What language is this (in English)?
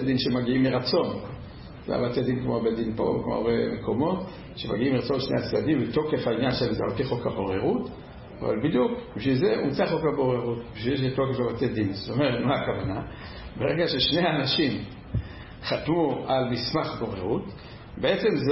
Hebrew